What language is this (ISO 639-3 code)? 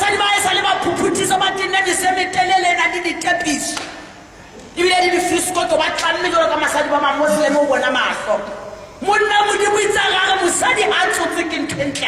sot